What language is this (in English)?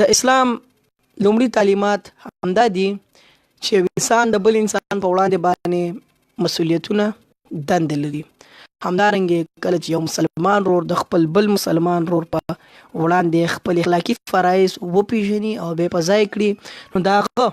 Pashto